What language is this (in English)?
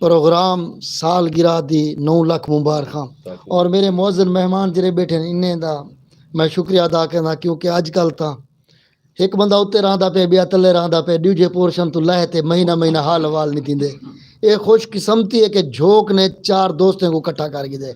Saraiki